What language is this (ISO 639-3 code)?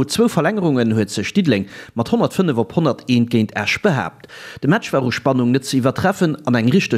ltz